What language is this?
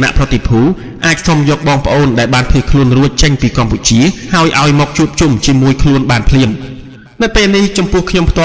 Khmer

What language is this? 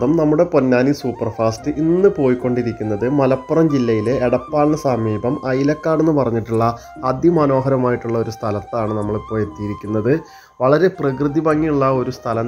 Malayalam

